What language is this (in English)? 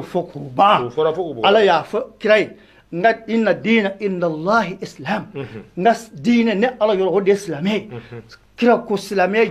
Bambara